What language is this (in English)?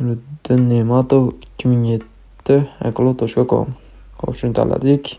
Uzbek